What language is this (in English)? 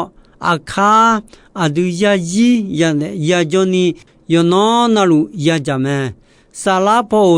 Akha